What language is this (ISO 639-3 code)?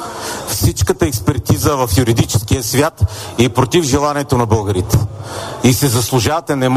bul